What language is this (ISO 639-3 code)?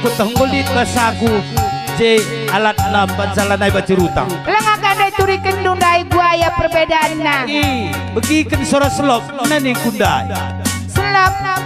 btx